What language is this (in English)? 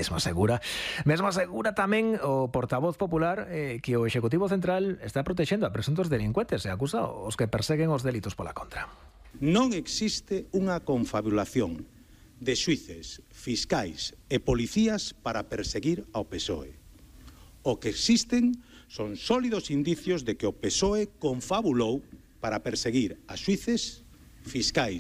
Galician